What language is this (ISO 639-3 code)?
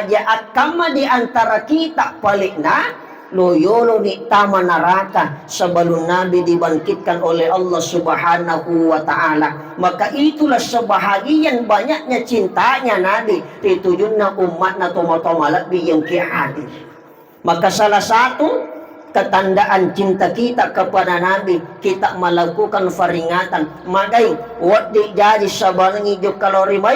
bug